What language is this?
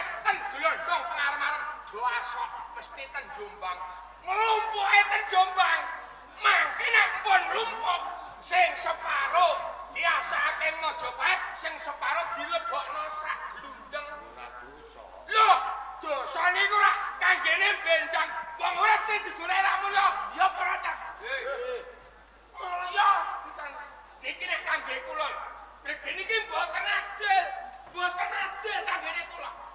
Javanese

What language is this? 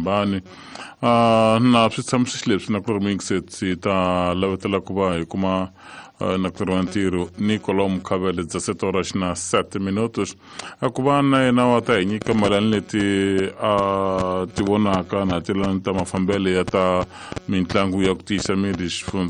Tsonga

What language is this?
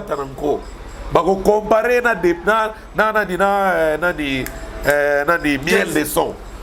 Lingala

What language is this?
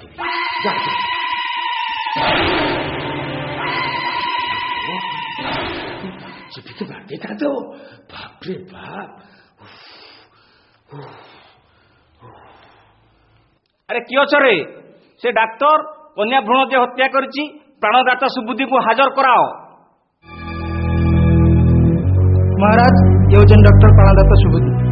Odia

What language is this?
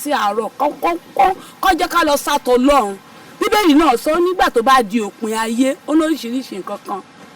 Yoruba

